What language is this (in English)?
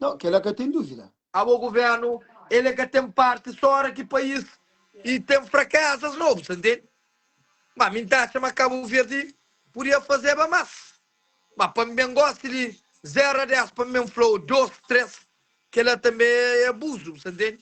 Kabuverdianu